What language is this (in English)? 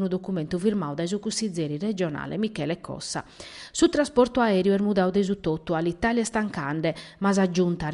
Sardinian